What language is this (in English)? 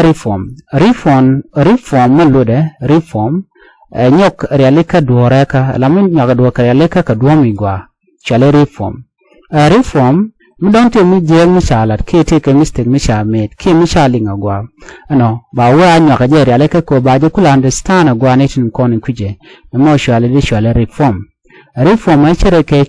Nuer